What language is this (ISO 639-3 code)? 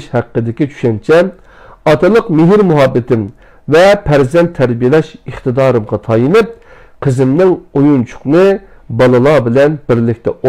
uig